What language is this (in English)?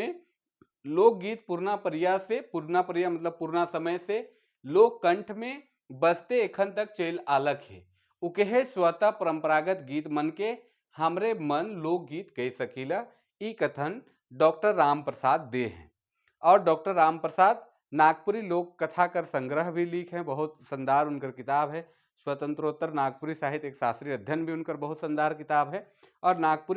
Sadri